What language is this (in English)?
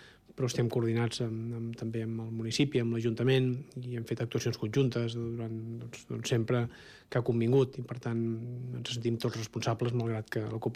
Catalan